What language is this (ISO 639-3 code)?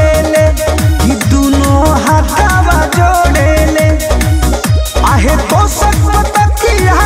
bho